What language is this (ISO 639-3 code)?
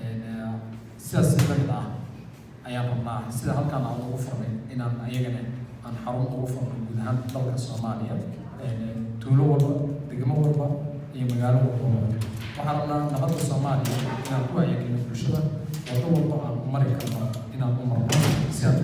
som